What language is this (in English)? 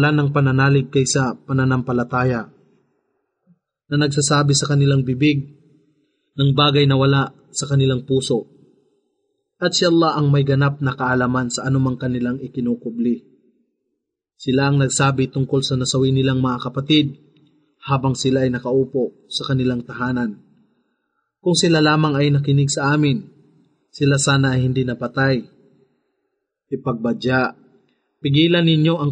Filipino